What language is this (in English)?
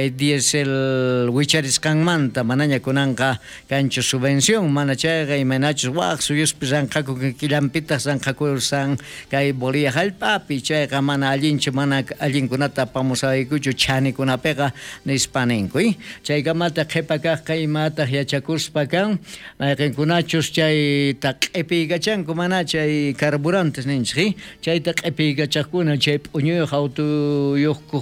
South Bolivian Quechua